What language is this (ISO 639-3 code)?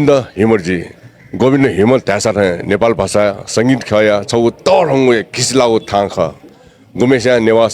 new